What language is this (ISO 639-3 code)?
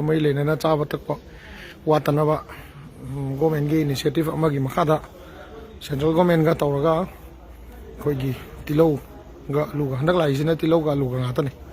mni